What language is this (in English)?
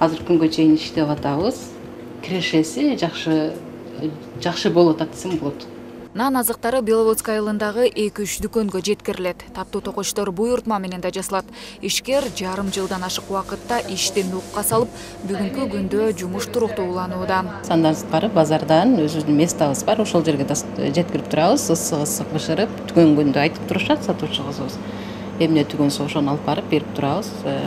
Kyrgyz